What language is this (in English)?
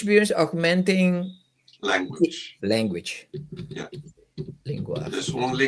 Papiamento